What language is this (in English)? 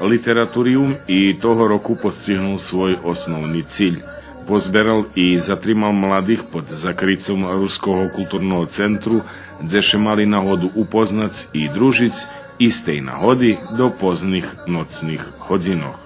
Rusyn